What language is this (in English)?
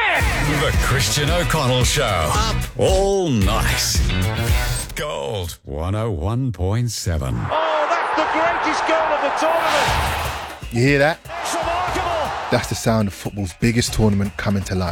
English